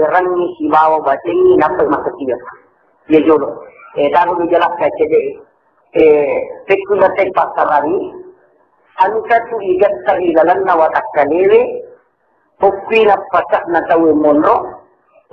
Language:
Buginese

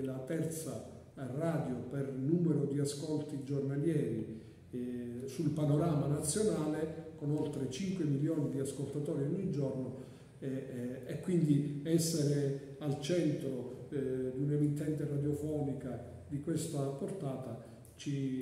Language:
Italian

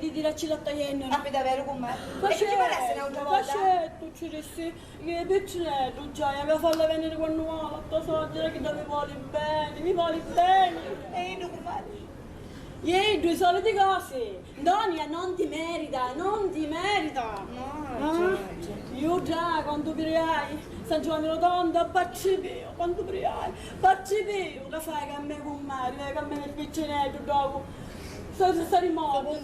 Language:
Sicilian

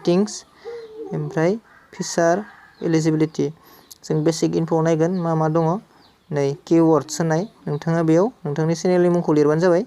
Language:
Bodo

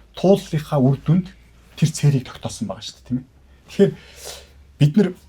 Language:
Mongolian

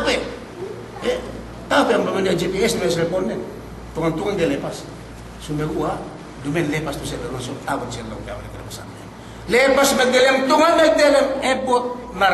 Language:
Yakan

